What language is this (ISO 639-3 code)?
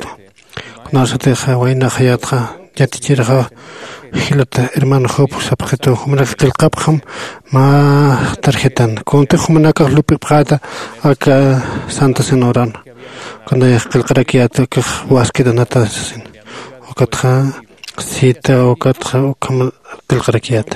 aym